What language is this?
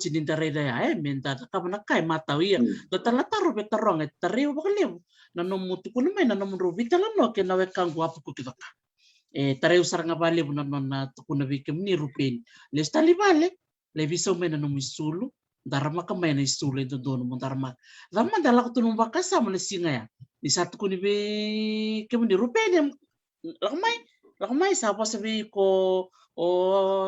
Fijian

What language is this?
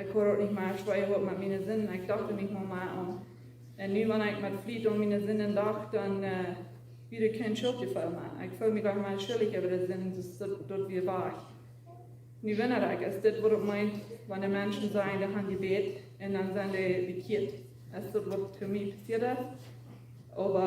Plautdietsch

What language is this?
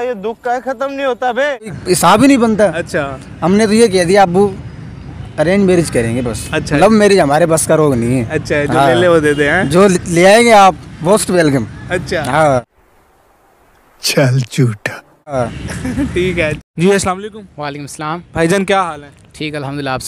Hindi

